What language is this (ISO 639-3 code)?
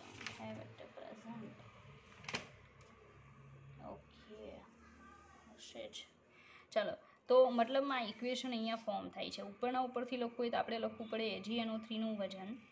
guj